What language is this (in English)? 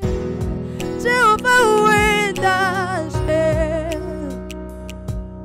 Kinyarwanda